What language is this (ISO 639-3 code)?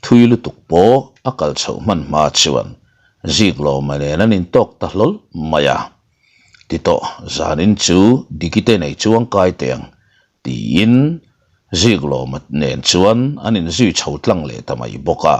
lus